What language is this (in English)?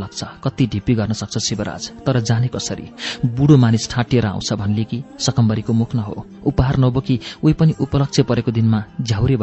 Nepali